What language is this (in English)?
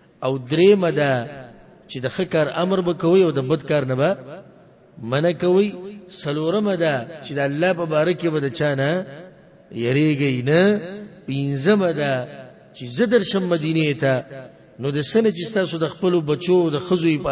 Pashto